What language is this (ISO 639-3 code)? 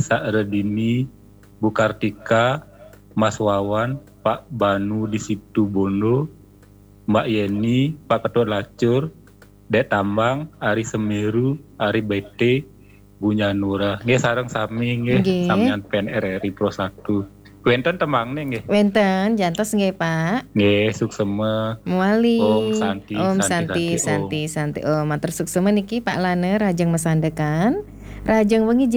ban